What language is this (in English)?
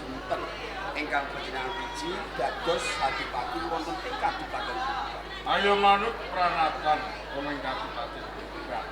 Javanese